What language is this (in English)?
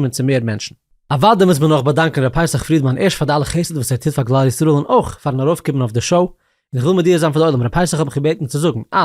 Yiddish